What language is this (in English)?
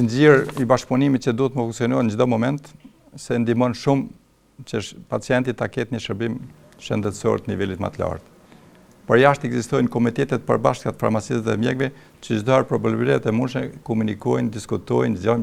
Albanian